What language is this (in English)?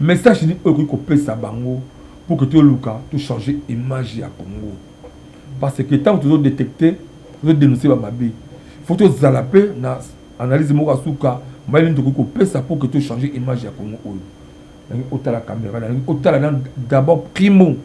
Lingala